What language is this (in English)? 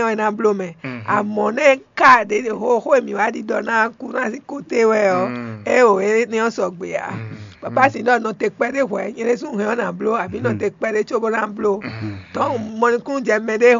Fon